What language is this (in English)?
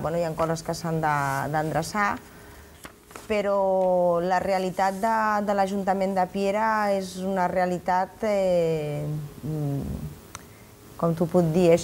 Catalan